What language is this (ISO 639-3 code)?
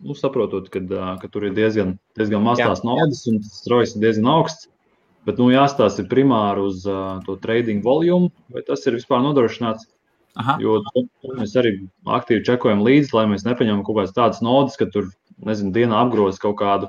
lav